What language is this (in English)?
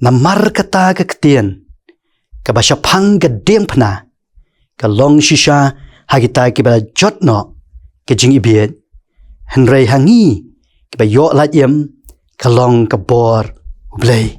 Khasi